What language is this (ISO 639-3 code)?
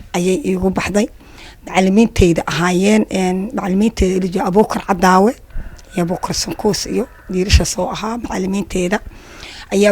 som